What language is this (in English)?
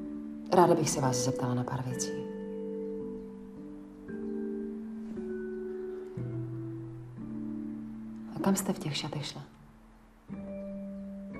Czech